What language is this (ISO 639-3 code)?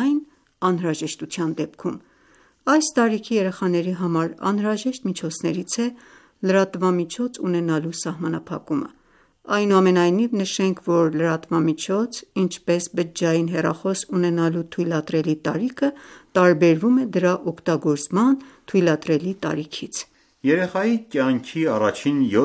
hye